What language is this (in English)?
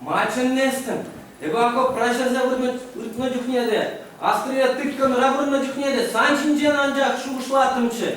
Chuvash